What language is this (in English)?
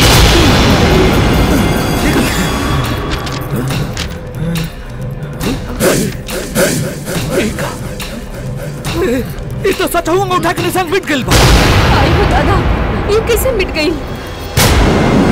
Bhojpuri